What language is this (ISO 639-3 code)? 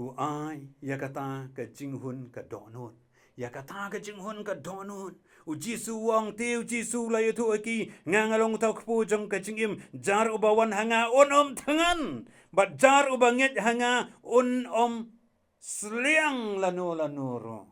kha